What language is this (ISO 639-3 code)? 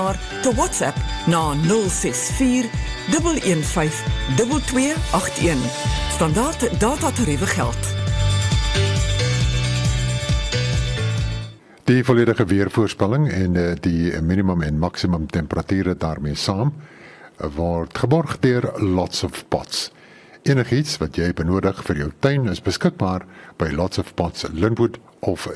afr